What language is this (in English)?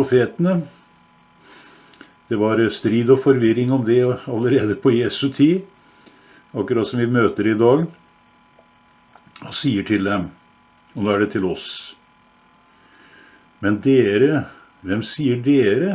Norwegian